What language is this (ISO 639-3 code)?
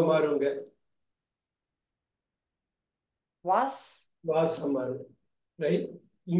tam